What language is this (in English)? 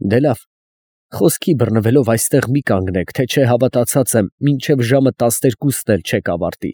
Armenian